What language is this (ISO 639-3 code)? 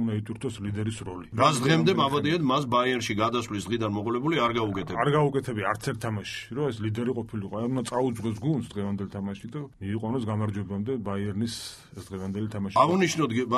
kat